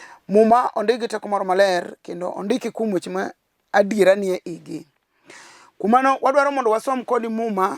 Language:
Luo (Kenya and Tanzania)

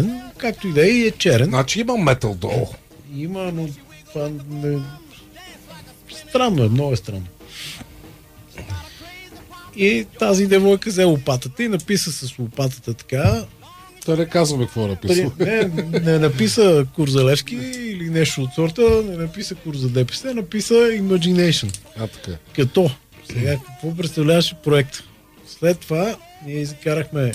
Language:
Bulgarian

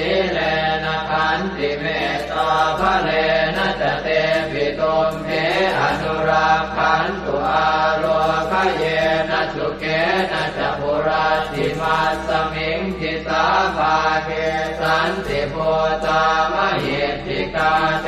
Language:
Pali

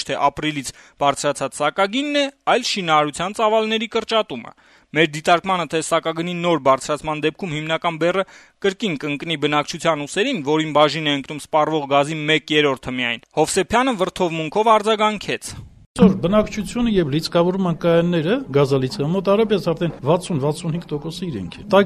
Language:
Armenian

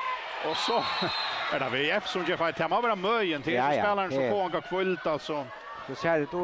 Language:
Faroese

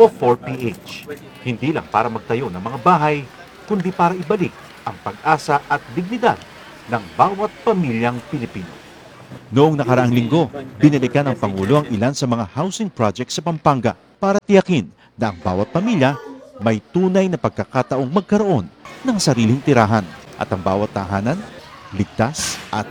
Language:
Filipino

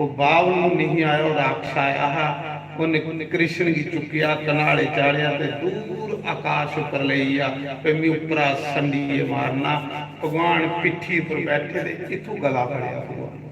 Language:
Dogri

